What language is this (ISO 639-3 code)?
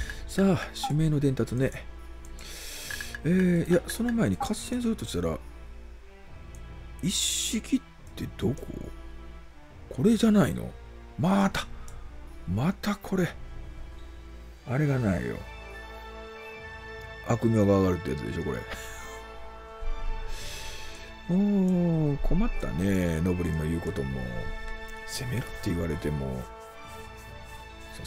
jpn